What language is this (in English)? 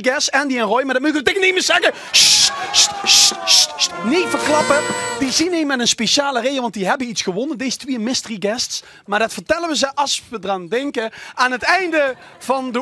Limburgish